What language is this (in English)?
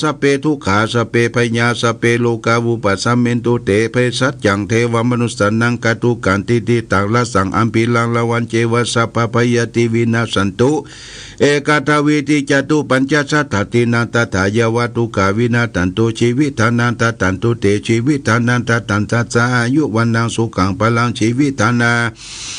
Pali